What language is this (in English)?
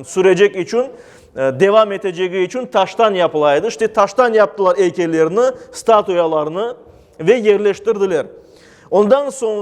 Crimean Tatar